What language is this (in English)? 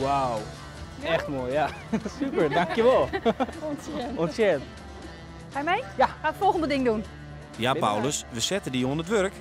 Western Frisian